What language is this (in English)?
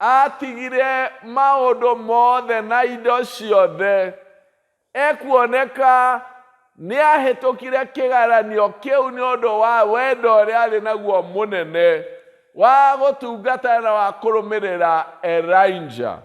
Kikuyu